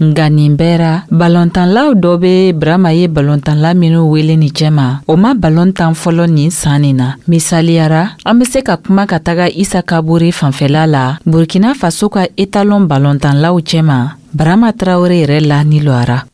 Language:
Dyula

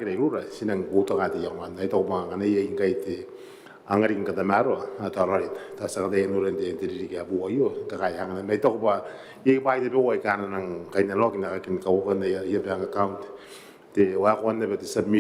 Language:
Gilbertese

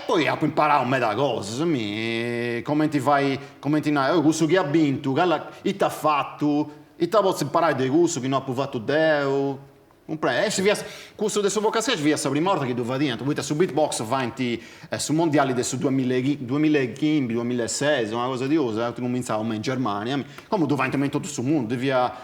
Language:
Sardinian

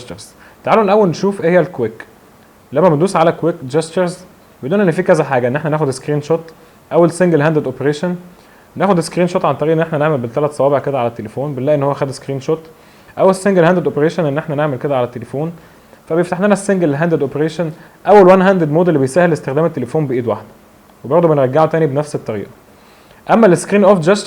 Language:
Egyptian Arabic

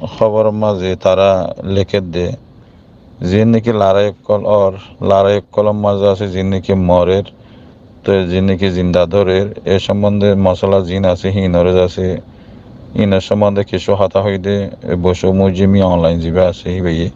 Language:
Rohingya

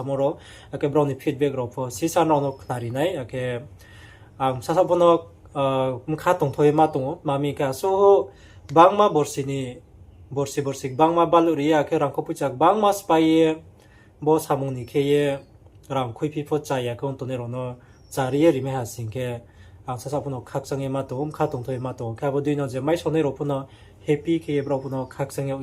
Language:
Riang (India)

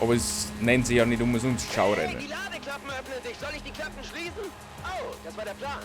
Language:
Bavarian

